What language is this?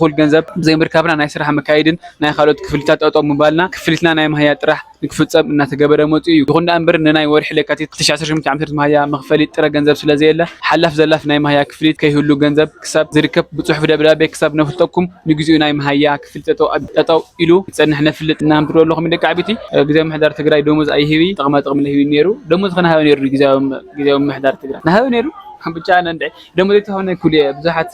Tigrinya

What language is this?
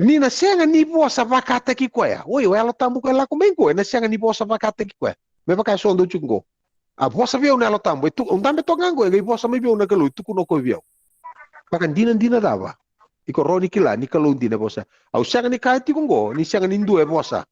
Fijian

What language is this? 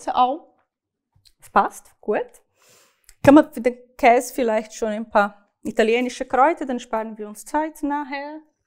Swiss German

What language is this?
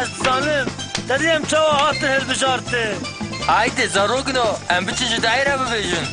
Kurdish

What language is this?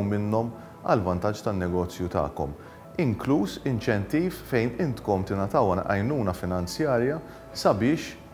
Maltese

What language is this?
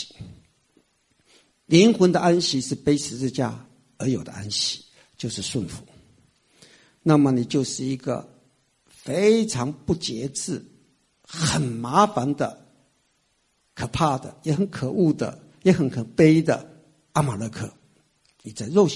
Chinese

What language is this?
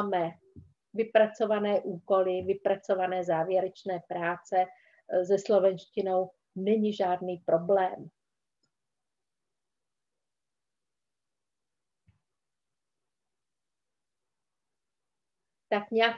Czech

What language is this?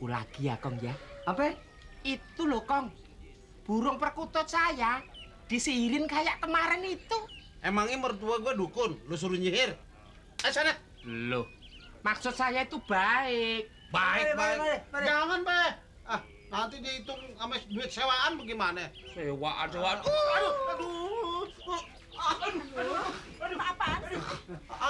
Betawi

